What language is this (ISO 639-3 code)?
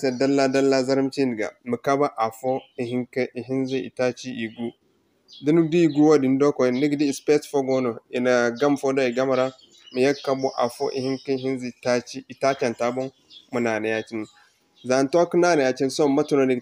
dje